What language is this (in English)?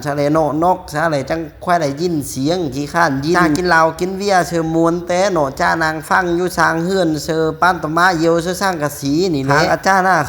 Northeastern Thai